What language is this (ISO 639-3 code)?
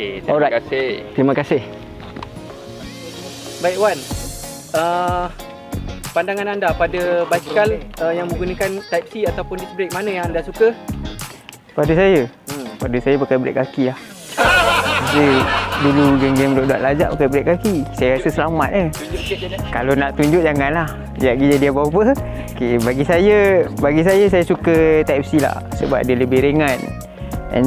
msa